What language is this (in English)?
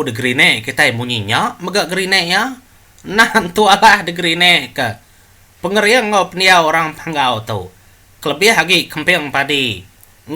Iban